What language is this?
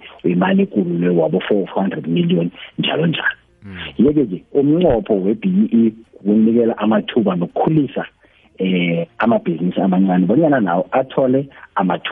South Ndebele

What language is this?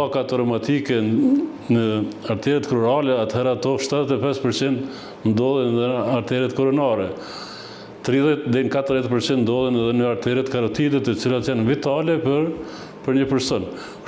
Albanian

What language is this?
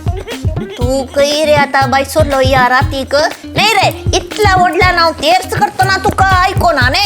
Konkani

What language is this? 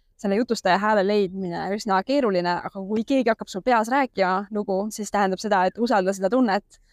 Estonian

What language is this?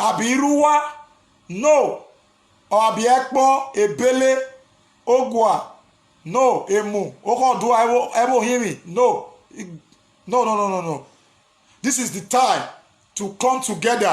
Nigerian Pidgin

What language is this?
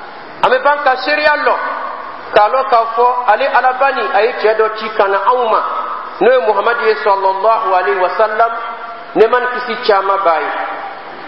Dyula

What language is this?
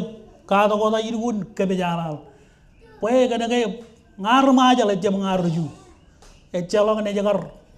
Marshallese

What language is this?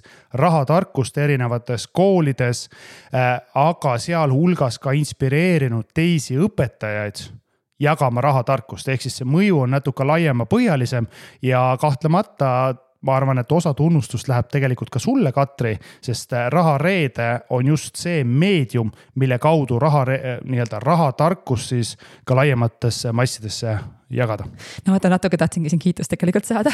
Estonian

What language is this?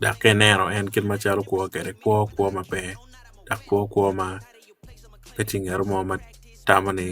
Acoli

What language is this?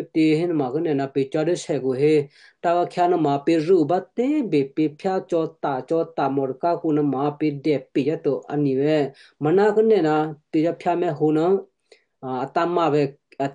Western Kayah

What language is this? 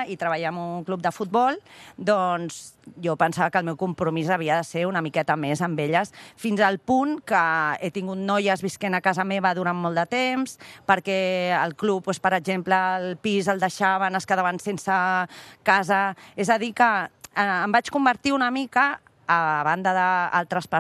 Catalan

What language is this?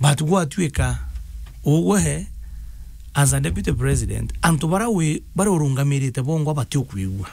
Meru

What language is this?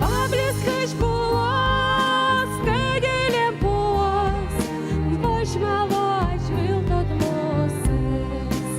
Udmurt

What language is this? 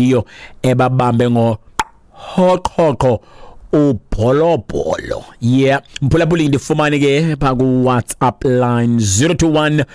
Xhosa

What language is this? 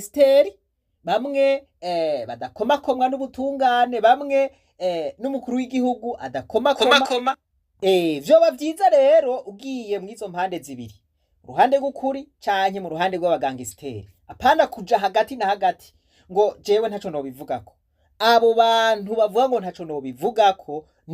Rundi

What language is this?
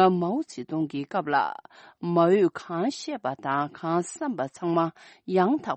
Tibetan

